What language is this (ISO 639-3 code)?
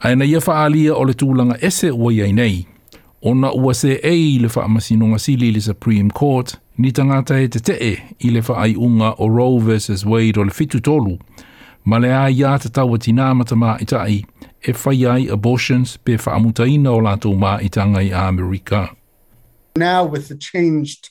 smo